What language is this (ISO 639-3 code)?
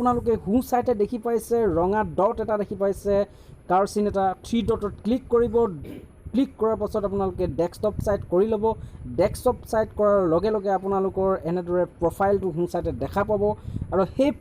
asm